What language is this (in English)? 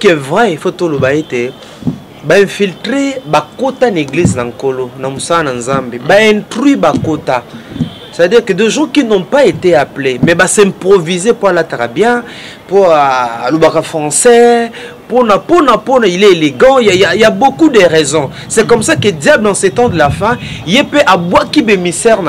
Lingala